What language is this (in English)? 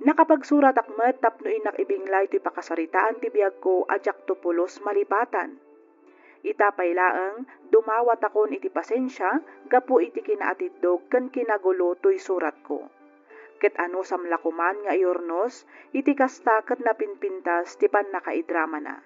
Iloko